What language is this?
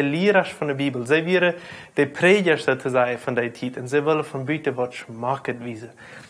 Plautdietsch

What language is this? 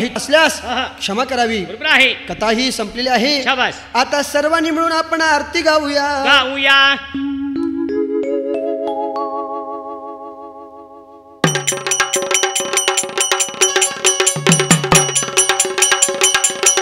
Marathi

